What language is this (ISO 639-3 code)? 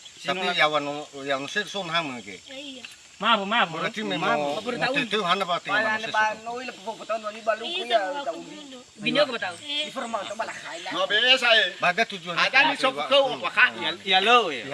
nia